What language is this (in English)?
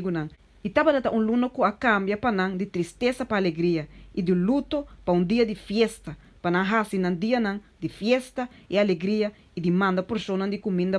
Papiamento